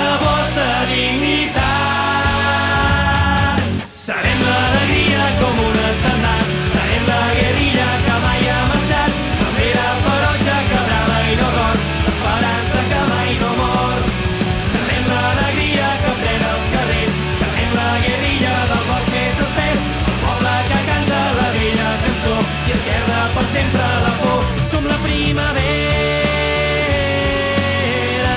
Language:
Catalan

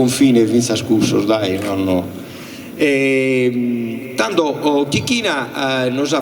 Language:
Sardinian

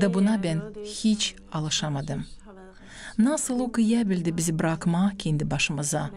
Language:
Gagauz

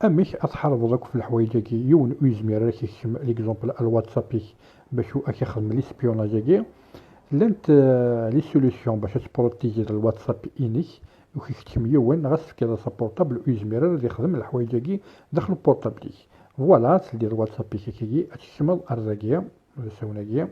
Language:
Kabyle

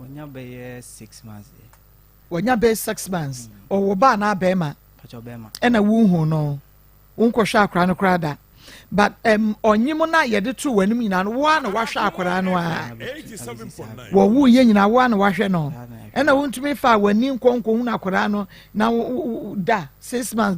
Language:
Akan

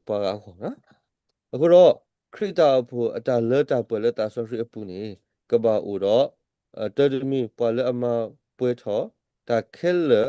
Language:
S'gaw Karen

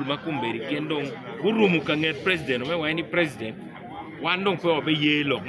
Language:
Acoli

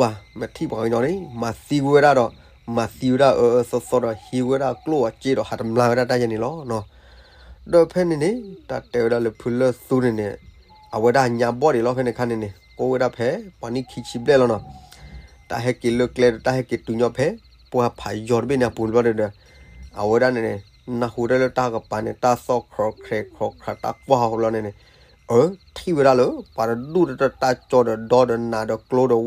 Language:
S'gaw Karen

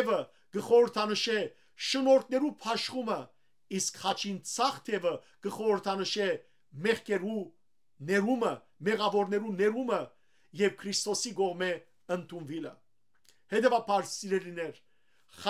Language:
Western Armenian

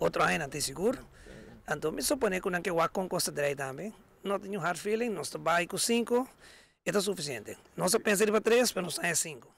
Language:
Papiamento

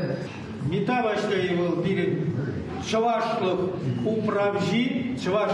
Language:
Chuvash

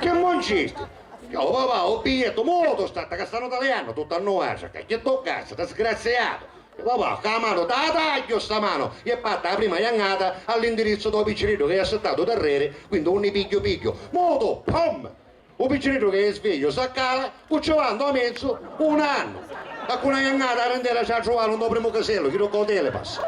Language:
Sicilian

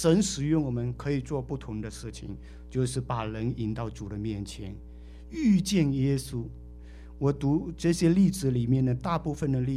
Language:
Chinese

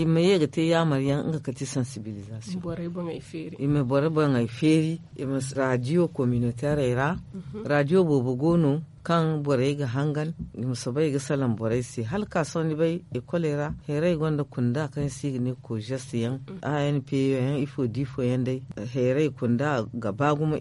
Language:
Zarma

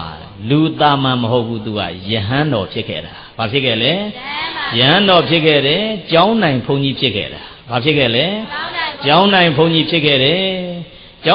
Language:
Burmese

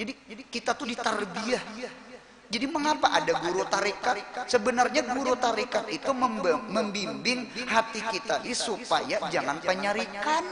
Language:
Banjar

